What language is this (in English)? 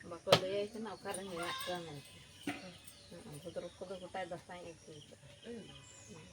Santali